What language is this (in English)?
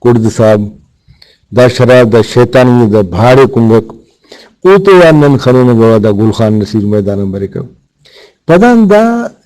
Brahui